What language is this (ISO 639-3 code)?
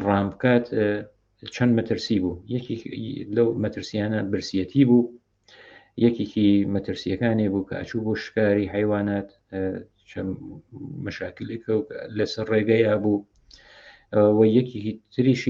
ckb